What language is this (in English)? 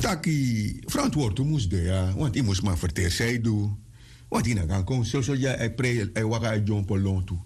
Sranan Tongo